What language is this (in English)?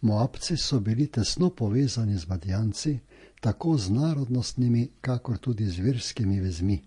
Slovenian